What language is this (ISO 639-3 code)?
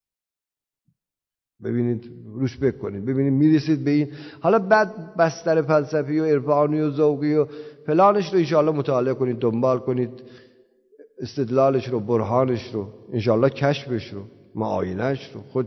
fas